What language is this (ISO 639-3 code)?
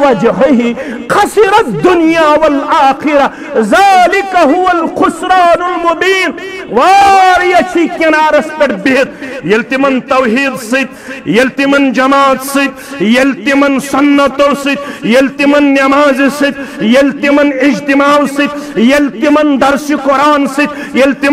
kas